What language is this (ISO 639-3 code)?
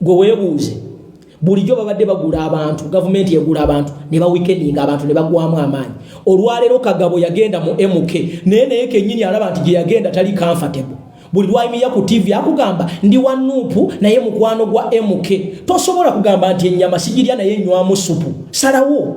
lug